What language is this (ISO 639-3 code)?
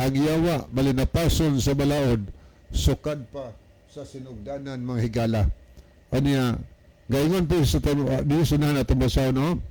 ceb